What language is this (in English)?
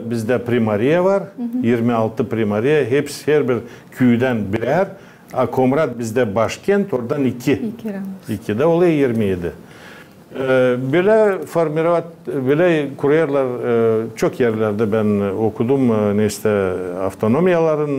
Gagauz